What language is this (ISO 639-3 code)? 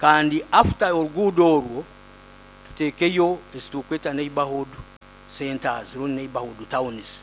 nyo